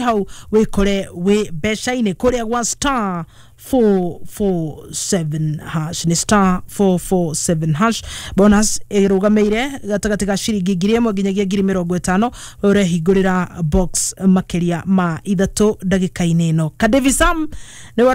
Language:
Kikuyu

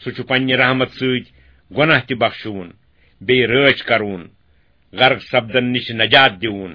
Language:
Kashmiri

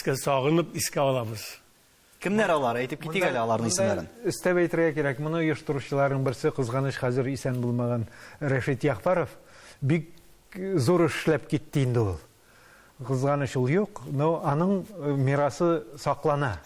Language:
Tatar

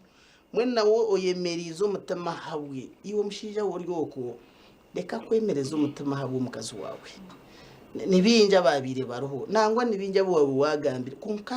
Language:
Nyankole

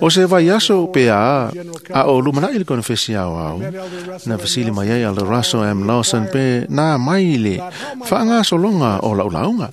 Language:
Samoan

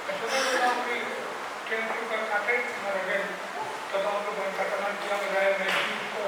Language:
Pohnpeian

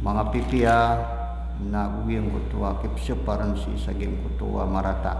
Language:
Maranao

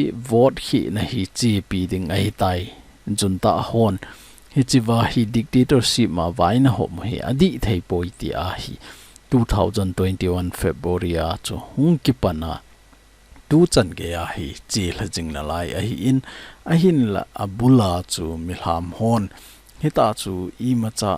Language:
Thado Chin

